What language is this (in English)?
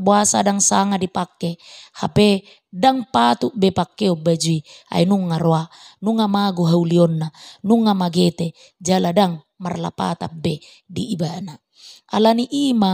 Batak Toba